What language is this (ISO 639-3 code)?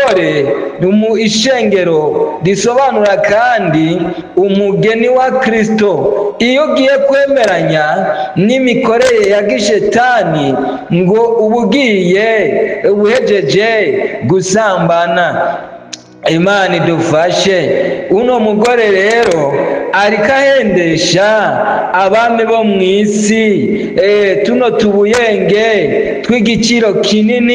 run